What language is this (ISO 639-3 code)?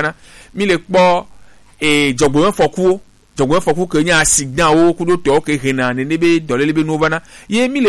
gej